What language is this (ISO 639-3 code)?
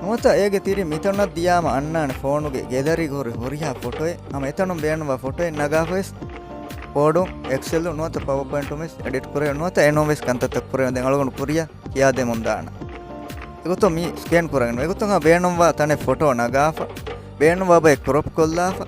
div